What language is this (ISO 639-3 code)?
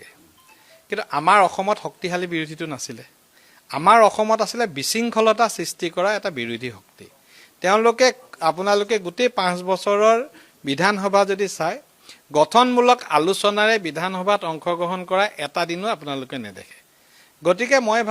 asm